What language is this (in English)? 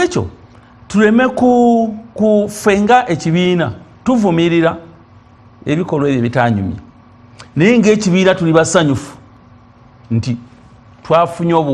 Ganda